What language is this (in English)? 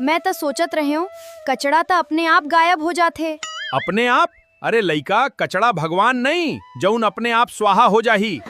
Chhattisgarhi